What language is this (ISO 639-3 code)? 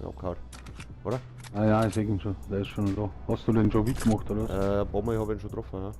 bar